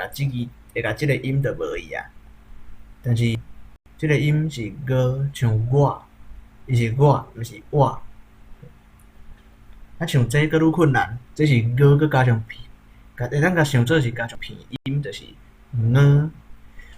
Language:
Min Nan Chinese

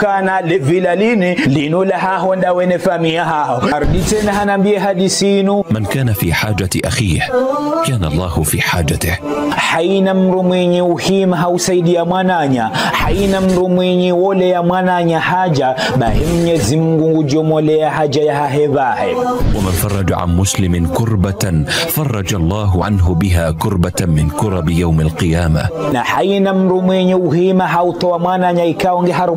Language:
Ngazidja Comorian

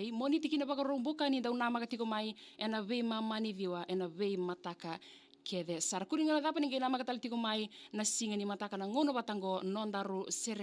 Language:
Fijian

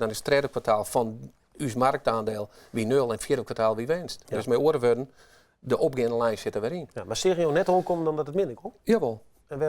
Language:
Western Frisian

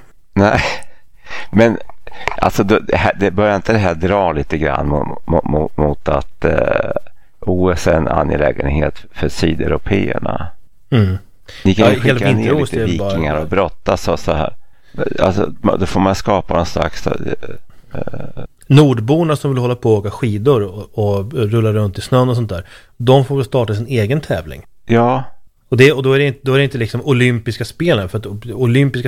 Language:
Swedish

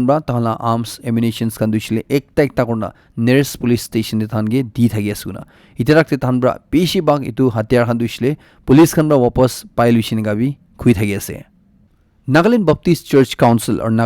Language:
Naga Pidgin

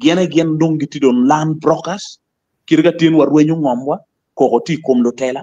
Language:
Acoli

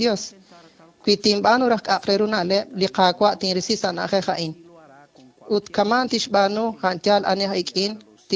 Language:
Kekchí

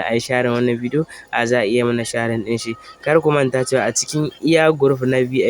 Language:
Hausa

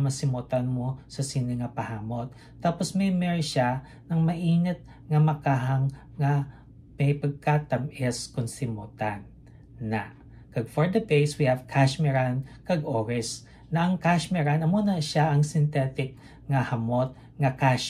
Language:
Hiligaynon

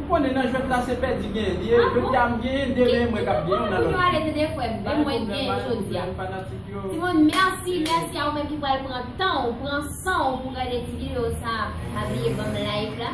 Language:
Haitian Creole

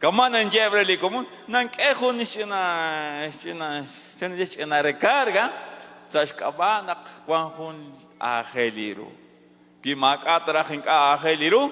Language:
Kekchí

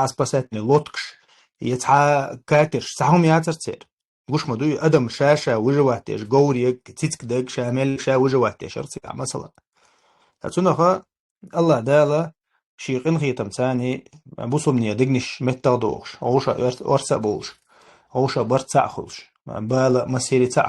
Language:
Chechen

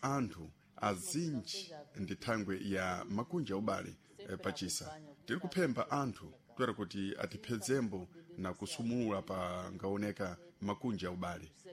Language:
Sena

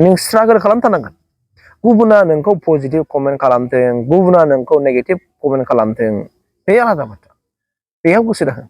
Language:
Bodo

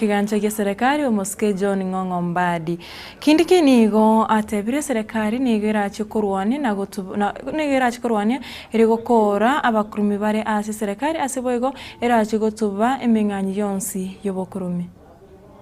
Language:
Gusii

